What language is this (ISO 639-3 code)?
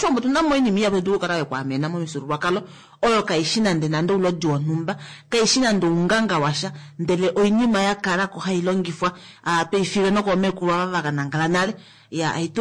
kua